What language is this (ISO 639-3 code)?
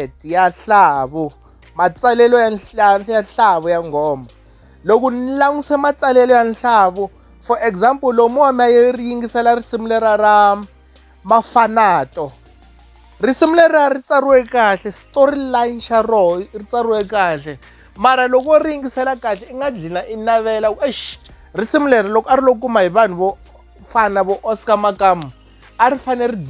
tso